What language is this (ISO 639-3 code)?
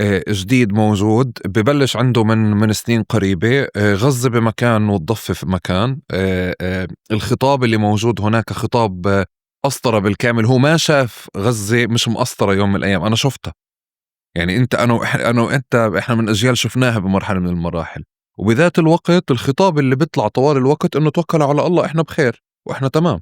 apc